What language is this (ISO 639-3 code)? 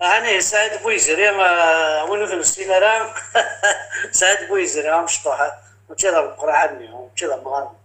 kab